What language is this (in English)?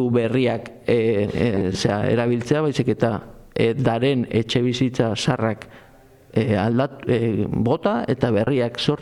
Basque